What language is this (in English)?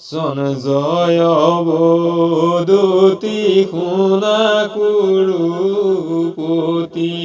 Assamese